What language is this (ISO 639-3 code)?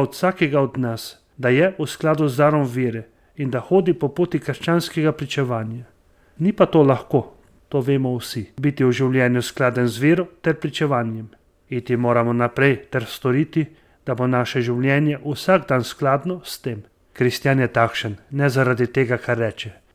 slv